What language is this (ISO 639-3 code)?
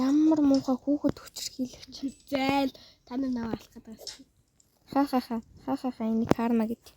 mon